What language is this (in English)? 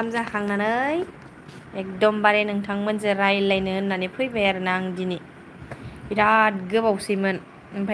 Bodo